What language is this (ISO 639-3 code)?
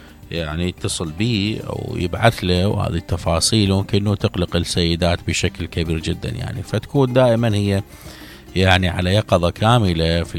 acm